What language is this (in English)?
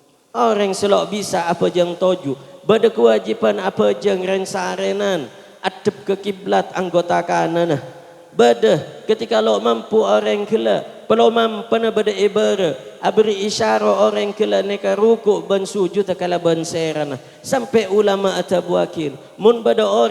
Madurese